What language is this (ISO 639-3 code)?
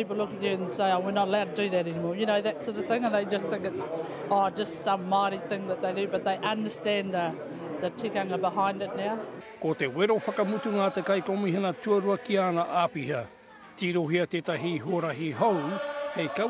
mri